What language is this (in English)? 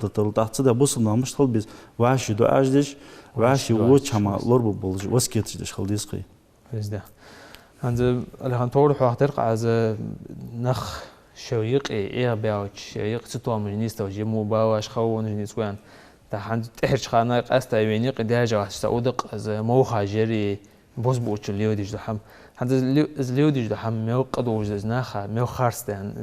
Ingush